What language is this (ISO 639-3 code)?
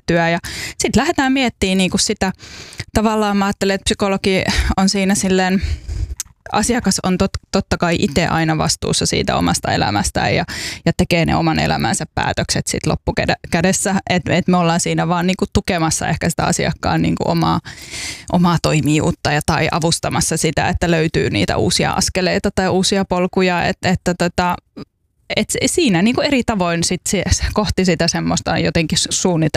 fin